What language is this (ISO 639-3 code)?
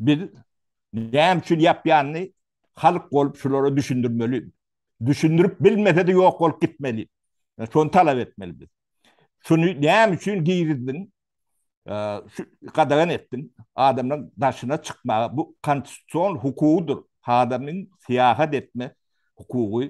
tuk